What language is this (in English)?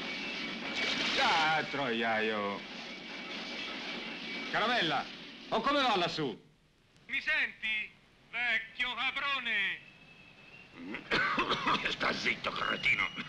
Italian